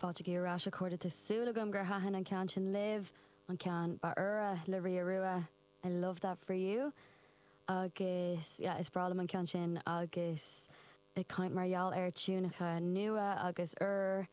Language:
Irish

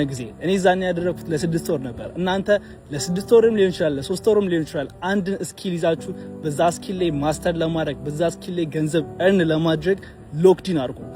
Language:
Amharic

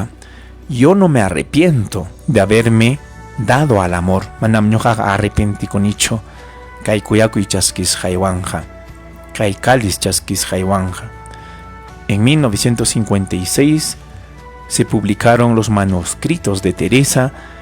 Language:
Ayacucho Quechua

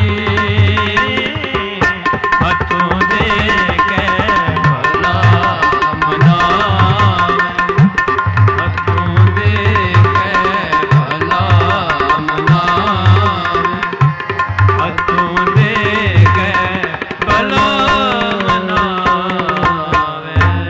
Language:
Punjabi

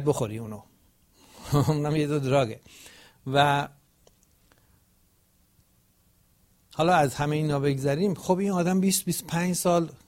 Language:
Persian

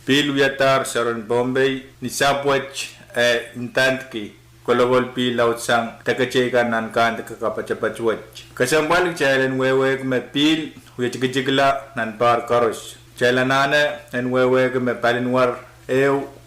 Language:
Pohnpeian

